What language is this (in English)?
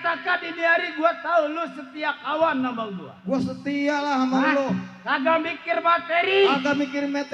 Betawi